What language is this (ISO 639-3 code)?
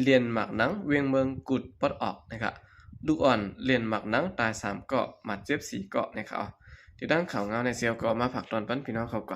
shn